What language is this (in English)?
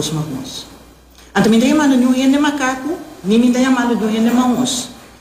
Papiamento